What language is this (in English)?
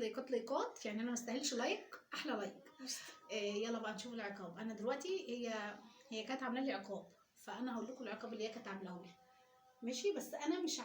Egyptian Arabic